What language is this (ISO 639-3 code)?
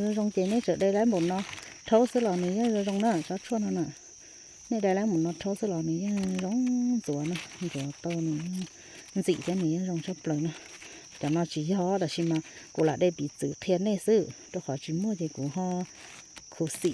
hmn